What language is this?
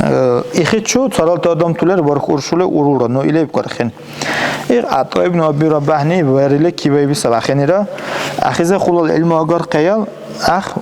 Dargwa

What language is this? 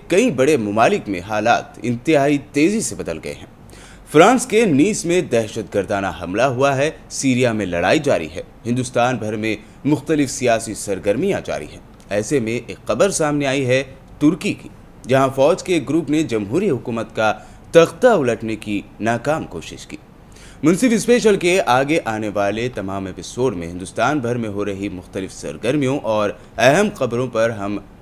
Urdu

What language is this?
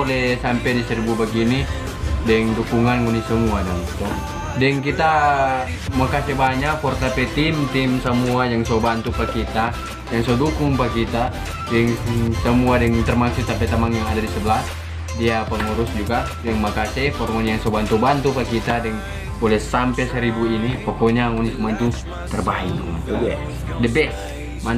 Manado Malay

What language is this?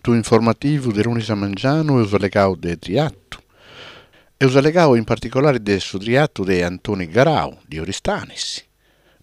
Sardinian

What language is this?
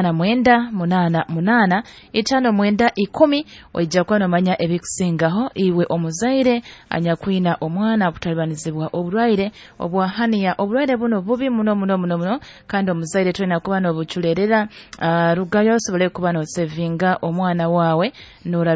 Nyoro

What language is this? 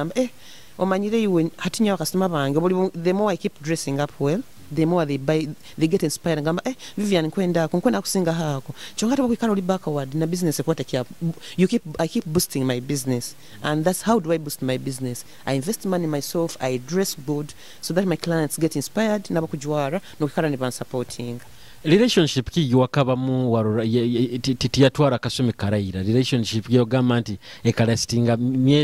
Nyoro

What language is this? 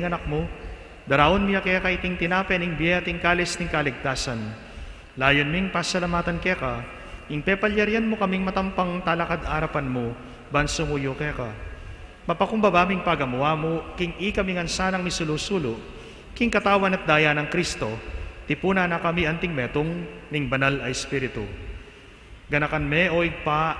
Pampanga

